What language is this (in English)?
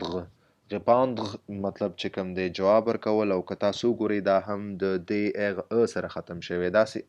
Pashto